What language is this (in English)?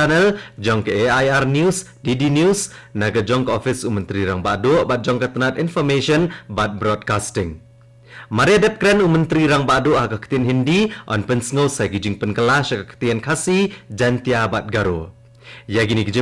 Khasi